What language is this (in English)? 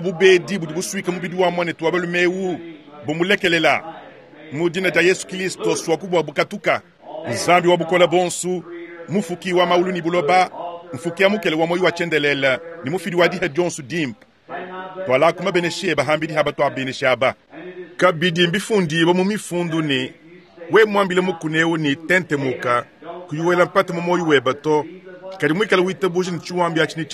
Luba-Lulua